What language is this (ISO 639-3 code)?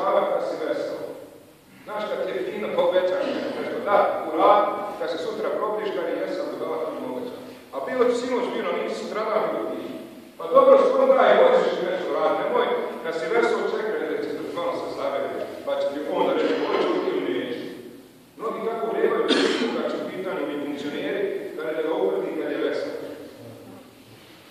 bos